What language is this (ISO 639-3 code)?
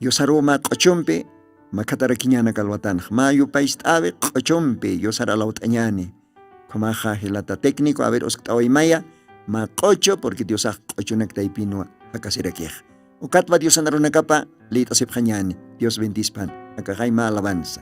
aym